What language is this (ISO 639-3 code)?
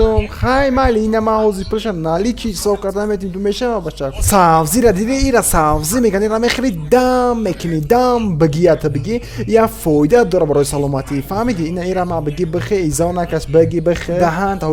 tgk